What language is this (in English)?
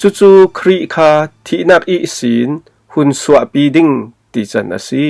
Falam Chin